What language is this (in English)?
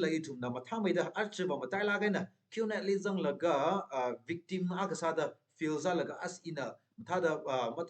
Tangkhul Naga (India)